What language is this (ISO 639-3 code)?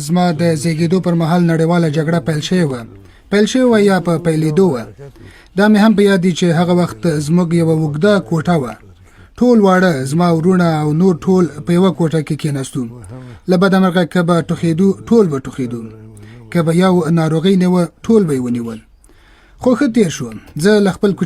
pus